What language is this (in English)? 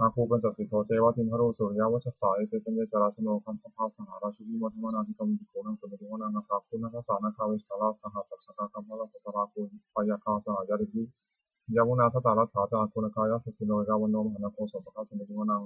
Pali